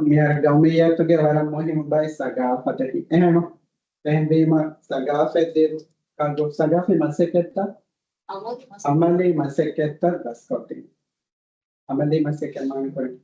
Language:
Divehi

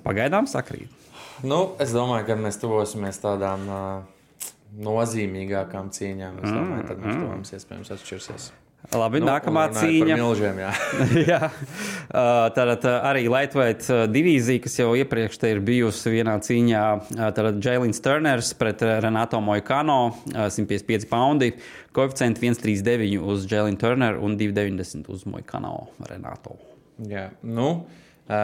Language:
Latvian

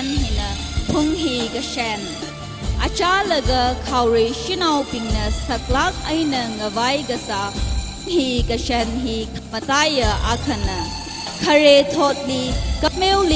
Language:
Tangkhul Naga (India)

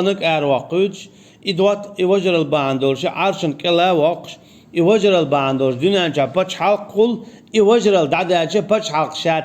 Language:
Chechen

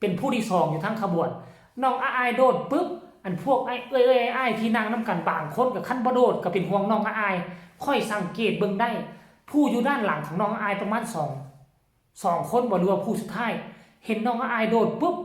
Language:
Northeastern Thai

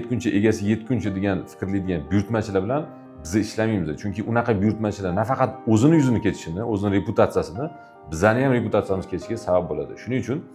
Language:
Uzbek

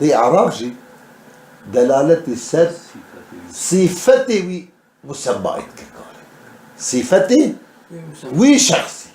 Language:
Kurdish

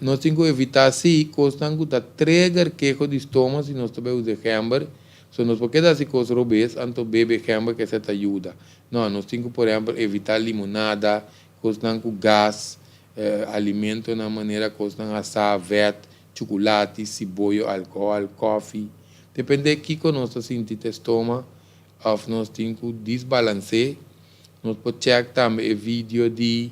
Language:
Papiamento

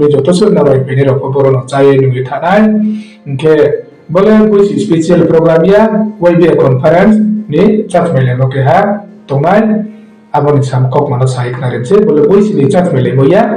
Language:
Riang (India)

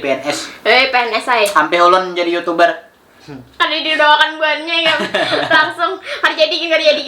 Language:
Banjar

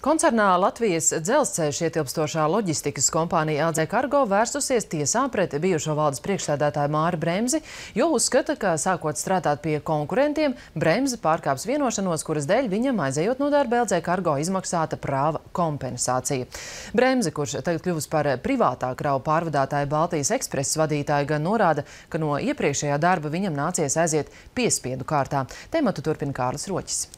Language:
Latvian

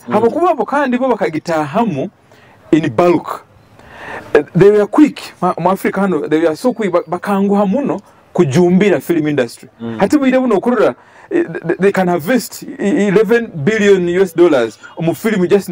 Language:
Nyoro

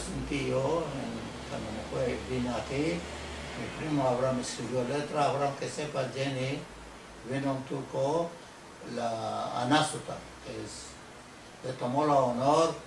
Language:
Ladino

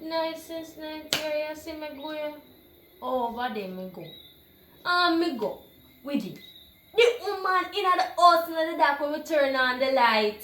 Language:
Jamaican Creole English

